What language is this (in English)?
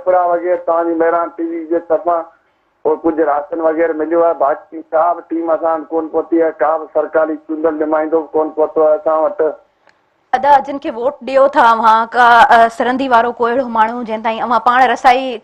Sindhi